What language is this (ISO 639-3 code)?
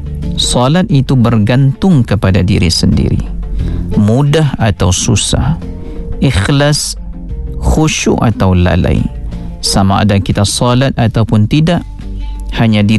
msa